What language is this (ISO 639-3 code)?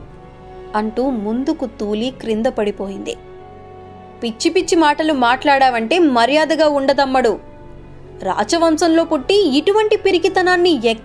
tel